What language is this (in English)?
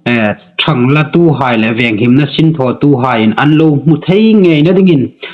Hmar